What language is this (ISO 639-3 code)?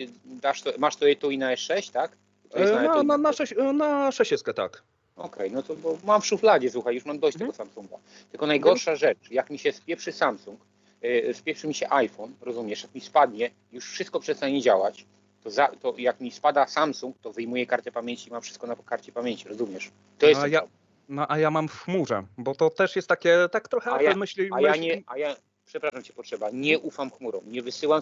pol